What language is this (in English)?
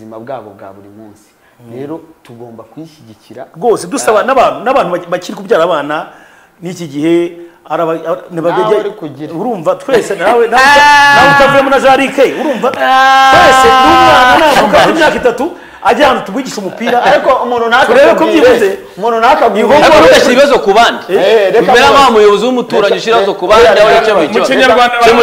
Kinyarwanda